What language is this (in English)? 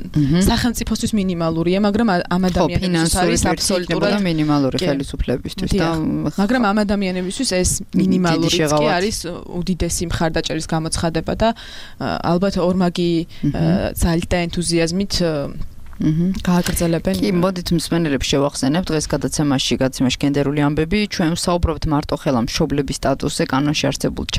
Georgian